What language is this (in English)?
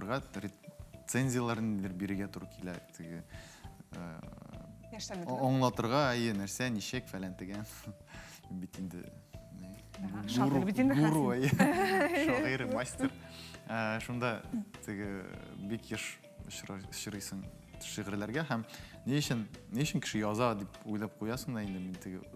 Tatar